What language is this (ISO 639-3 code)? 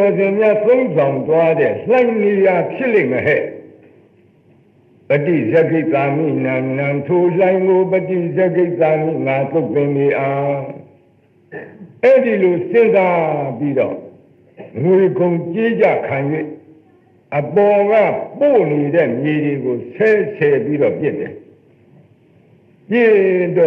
mya